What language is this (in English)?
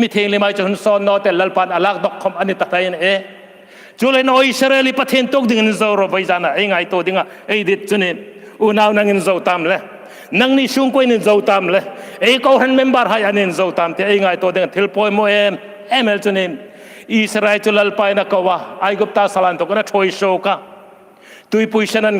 Hmar